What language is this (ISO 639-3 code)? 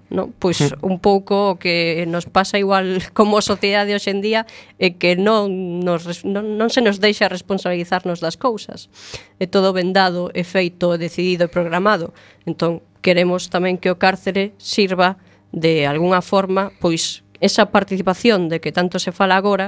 glg